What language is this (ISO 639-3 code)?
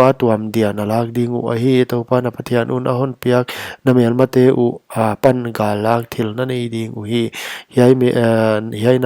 pck